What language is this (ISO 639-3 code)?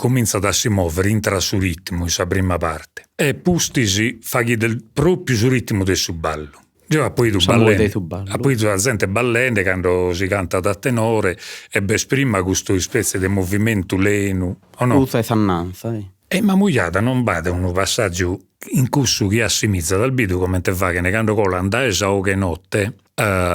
srd